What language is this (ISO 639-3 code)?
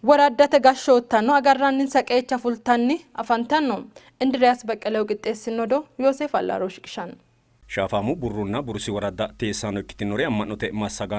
sid